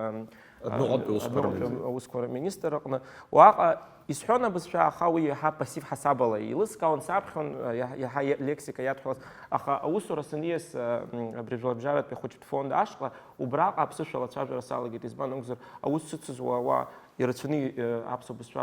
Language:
Abkhazian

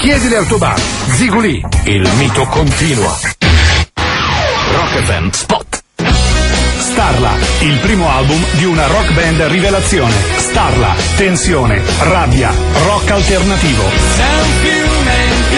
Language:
Italian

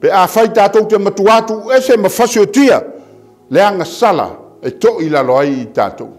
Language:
Samoan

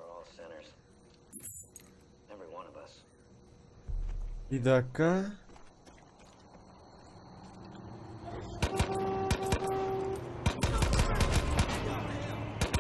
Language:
Turkish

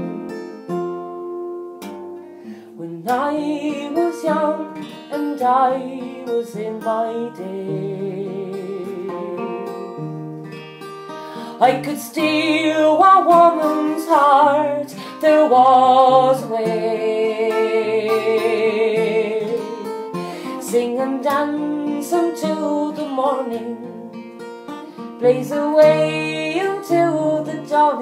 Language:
English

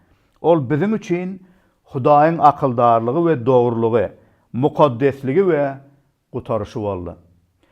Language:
Turkmen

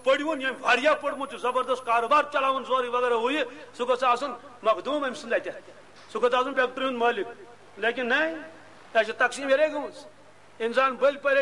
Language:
Kashmiri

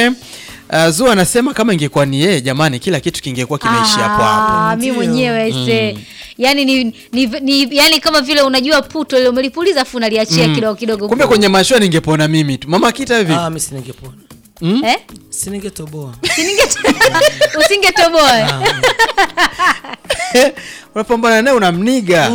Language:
Swahili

